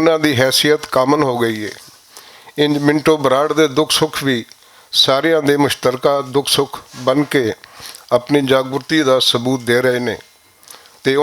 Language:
Western Panjabi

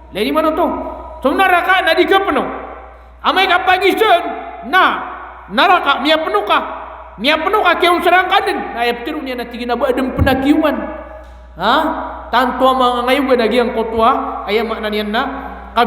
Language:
Maranao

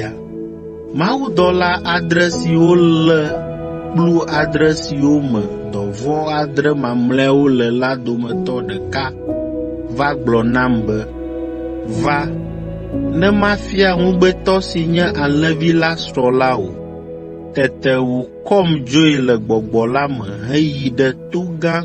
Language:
Ewe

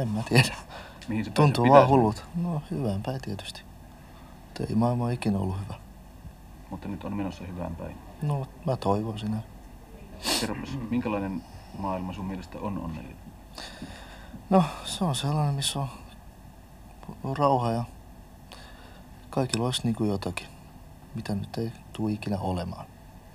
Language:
Finnish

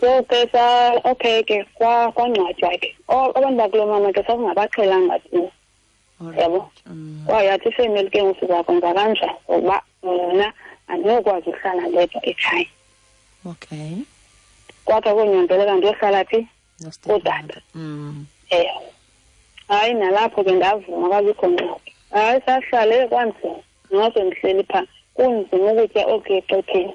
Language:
Xhosa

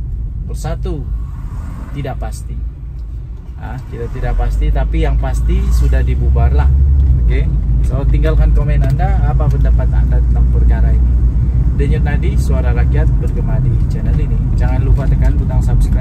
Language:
Malay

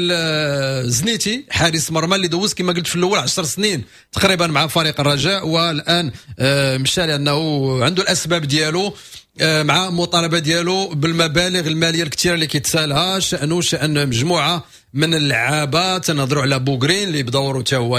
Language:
Moroccan Arabic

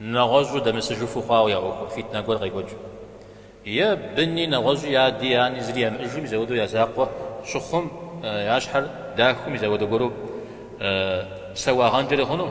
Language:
Kabardian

